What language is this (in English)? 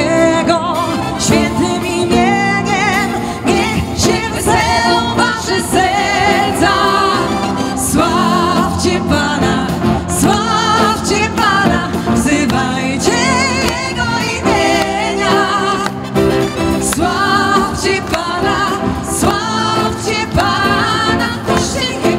Polish